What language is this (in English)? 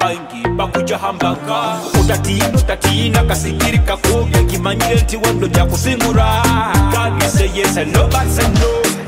Nyoro